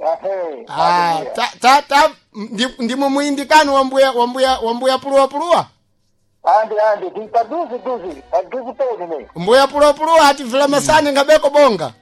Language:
Sena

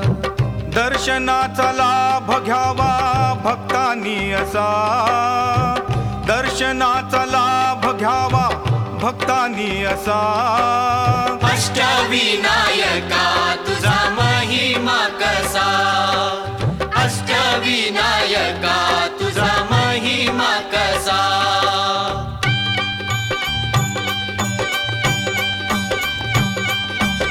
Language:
Marathi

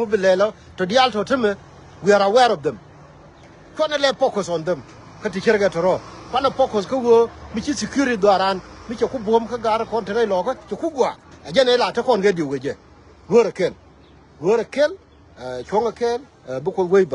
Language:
Nuer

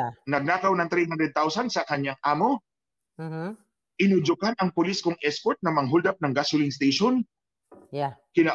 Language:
Filipino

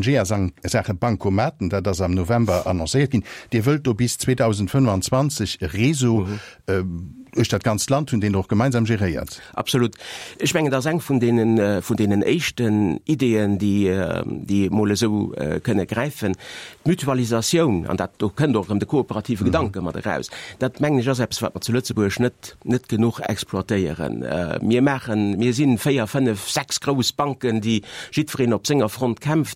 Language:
Luxembourgish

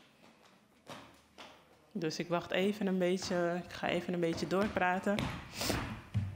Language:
Dutch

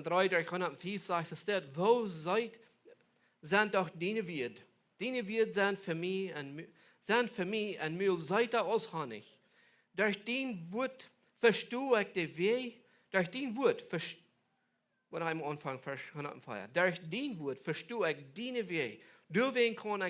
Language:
Plautdietsch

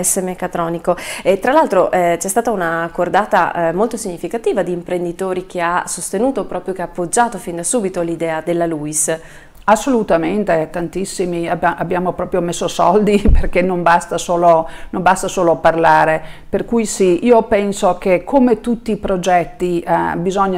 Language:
Italian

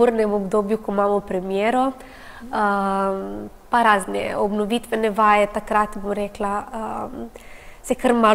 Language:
Slovenian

